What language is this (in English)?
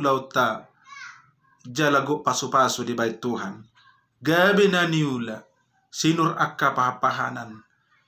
Batak Toba